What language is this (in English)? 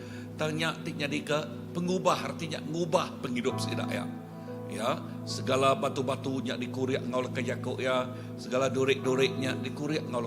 Iban